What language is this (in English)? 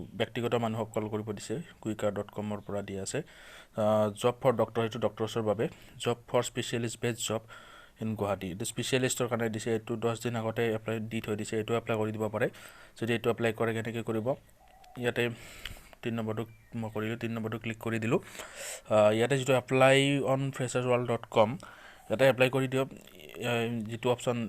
Assamese